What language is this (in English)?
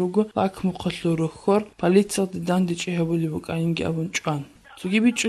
Avaric